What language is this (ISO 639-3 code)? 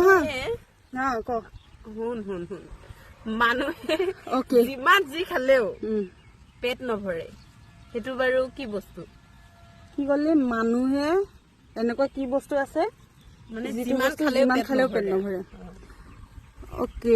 asm